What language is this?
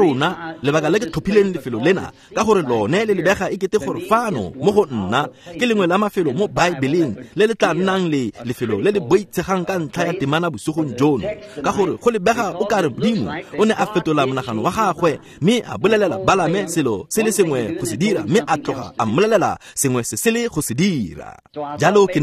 Tswana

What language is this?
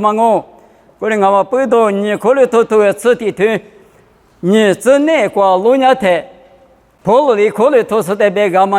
Lisu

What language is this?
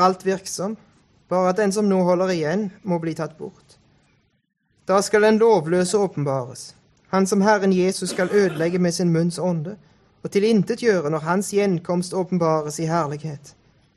Norwegian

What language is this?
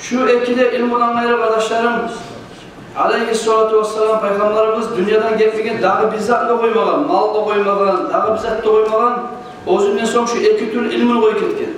Kumyk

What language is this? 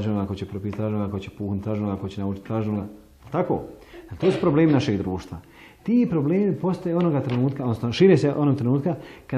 Bosnian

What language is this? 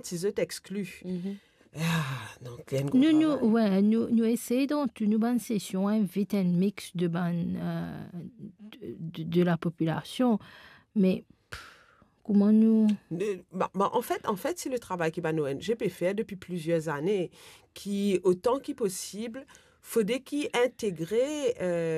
Morisyen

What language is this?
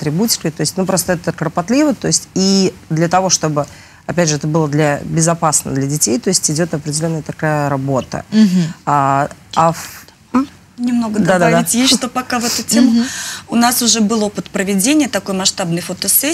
Russian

